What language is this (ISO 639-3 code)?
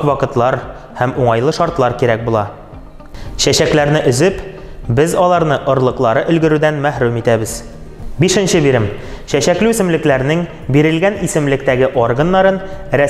tat